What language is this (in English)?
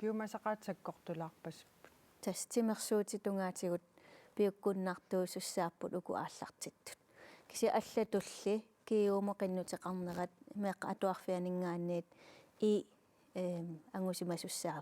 Kalaallisut